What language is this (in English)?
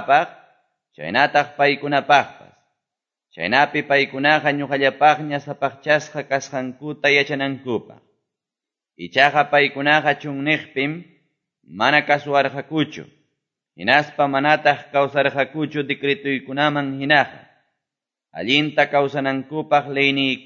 Quechua